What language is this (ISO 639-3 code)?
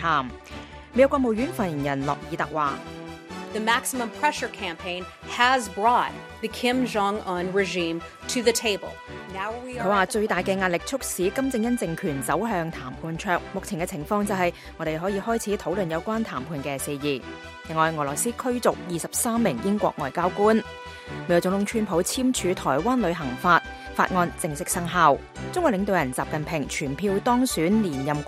yue